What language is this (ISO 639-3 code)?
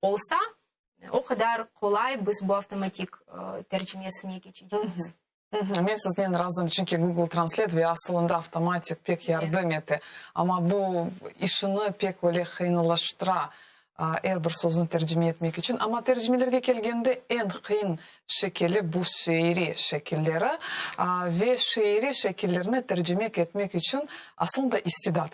crh